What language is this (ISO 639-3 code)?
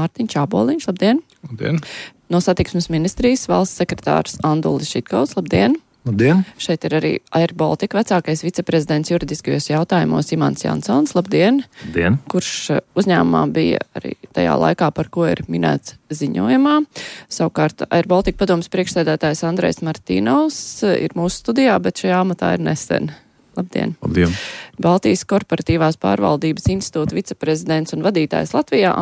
lav